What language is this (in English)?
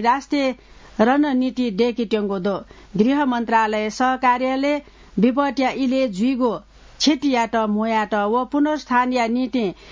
Newari